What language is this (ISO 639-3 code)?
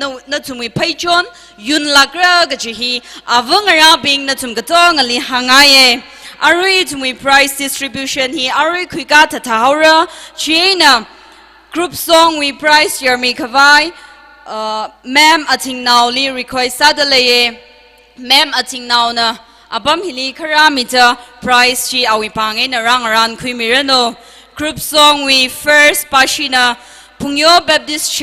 nmf